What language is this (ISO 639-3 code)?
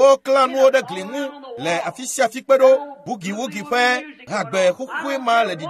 ewe